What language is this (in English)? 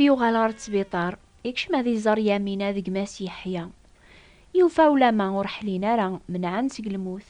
Kabyle